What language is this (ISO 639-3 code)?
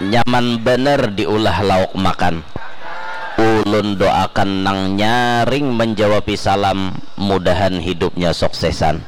bjn